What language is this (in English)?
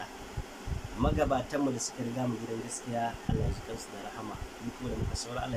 Hausa